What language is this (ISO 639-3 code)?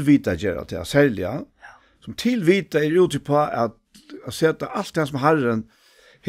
fao